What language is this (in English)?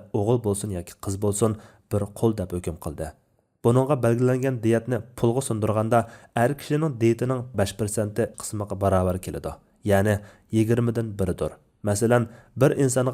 Uyghur